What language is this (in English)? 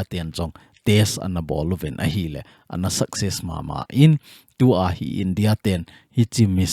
Thado Chin